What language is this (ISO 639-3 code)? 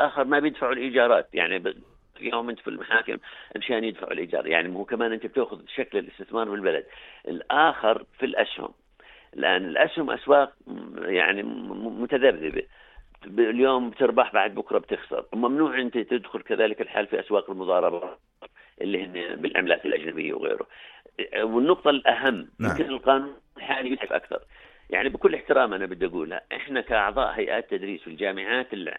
apc